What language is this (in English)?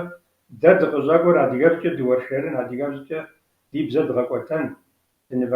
Kabardian